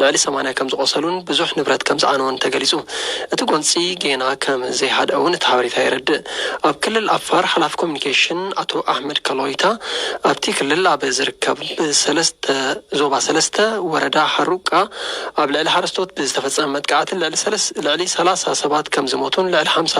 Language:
Tigrinya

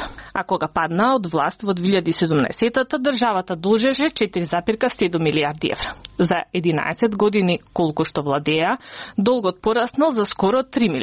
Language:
Macedonian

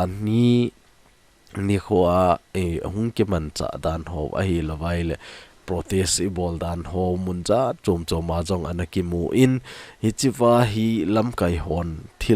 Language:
Thado Chin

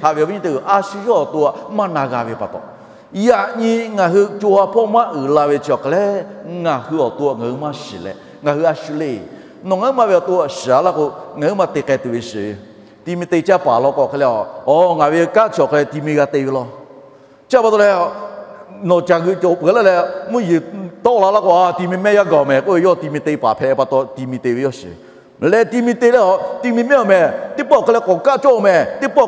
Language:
Lahu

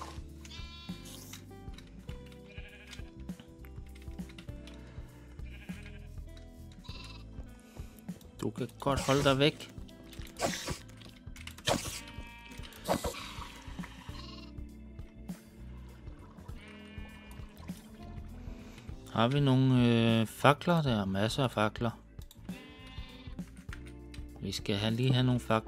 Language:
Danish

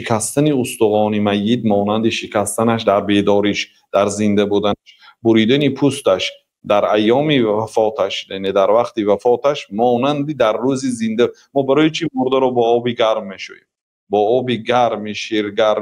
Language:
Tajik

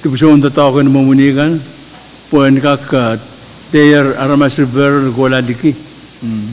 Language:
Pohnpeian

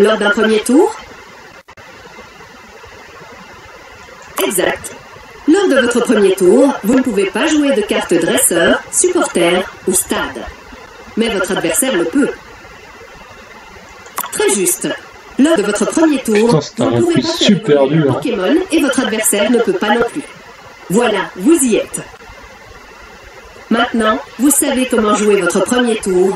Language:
French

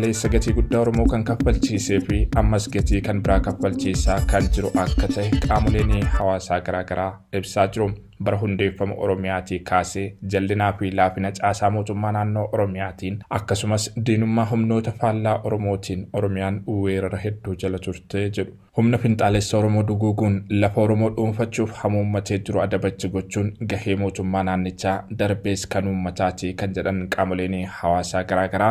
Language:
Oromo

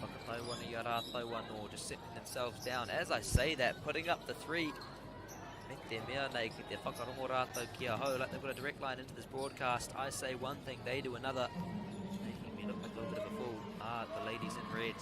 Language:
Māori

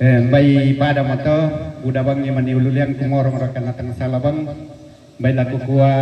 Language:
Toraja-Sa'dan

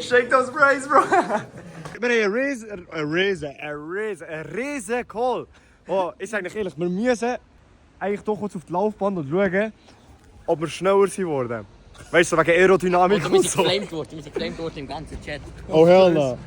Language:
Swiss German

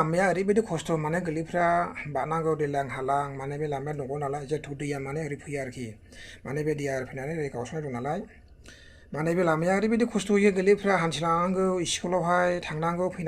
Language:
Bodo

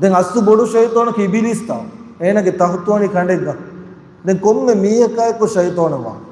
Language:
Divehi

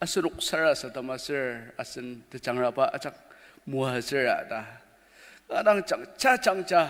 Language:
Ao Naga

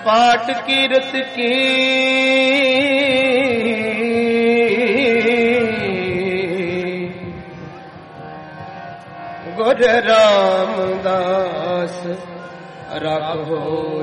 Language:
Punjabi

